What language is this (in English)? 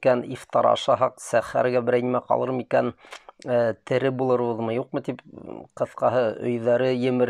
Bashkir